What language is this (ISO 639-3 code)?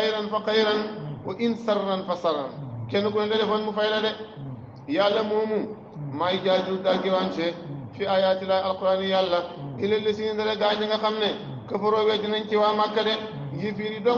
wol